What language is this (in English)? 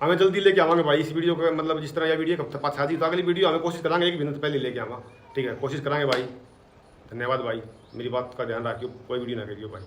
Haryanvi